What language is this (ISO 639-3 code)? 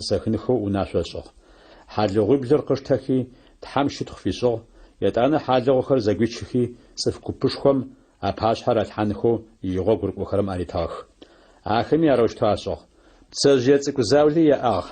ady